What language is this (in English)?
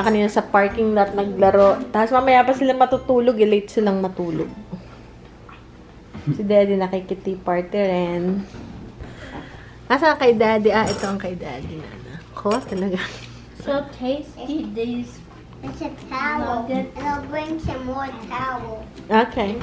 Filipino